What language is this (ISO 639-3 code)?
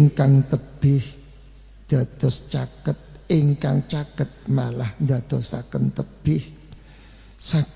jav